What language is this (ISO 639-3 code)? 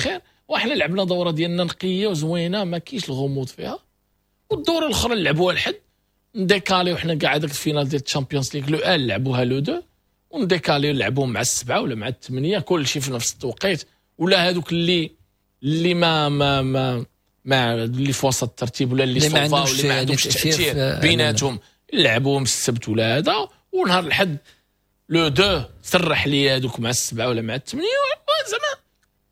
ary